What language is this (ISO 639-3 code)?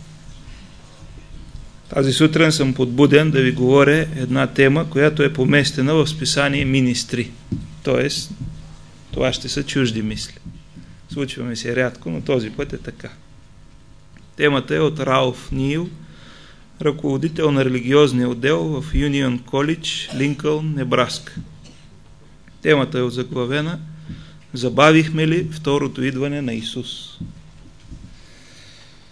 bul